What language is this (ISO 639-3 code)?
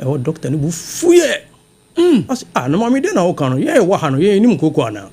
aka